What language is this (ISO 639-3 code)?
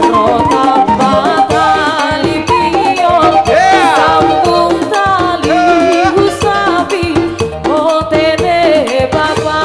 bts